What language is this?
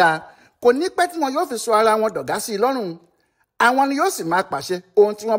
Yoruba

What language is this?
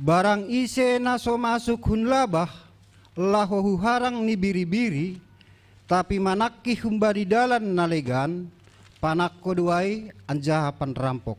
Batak Simalungun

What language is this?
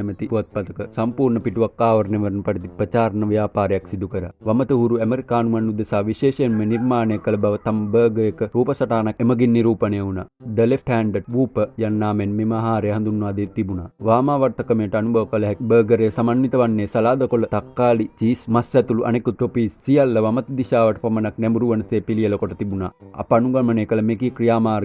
Sinhala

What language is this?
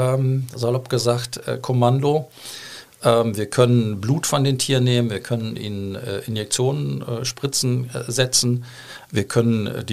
German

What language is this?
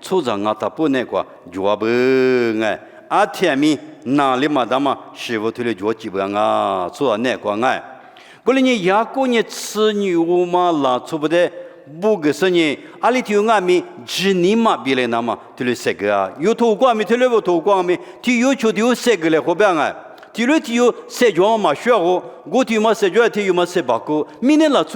Lisu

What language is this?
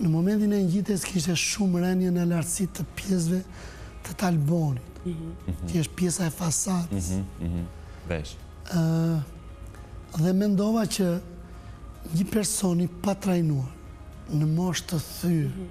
Albanian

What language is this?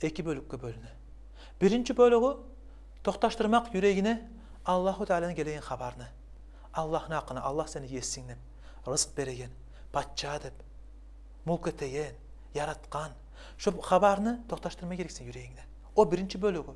Kumyk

